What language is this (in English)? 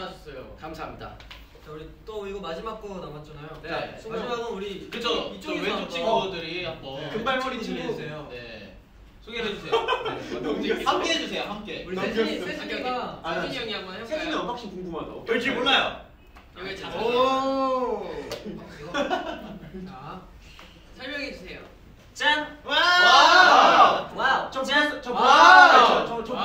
Korean